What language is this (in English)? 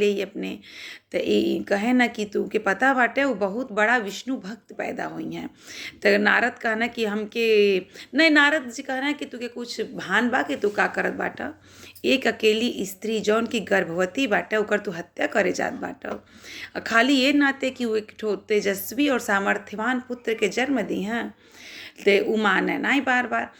Bhojpuri